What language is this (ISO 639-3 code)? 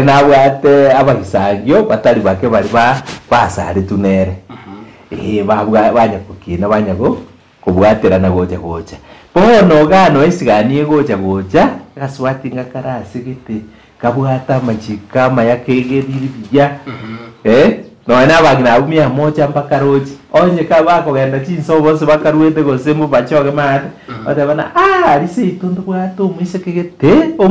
guz